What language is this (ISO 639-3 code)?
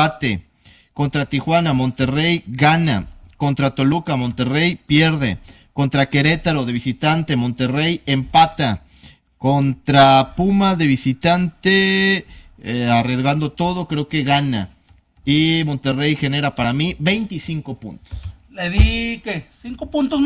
spa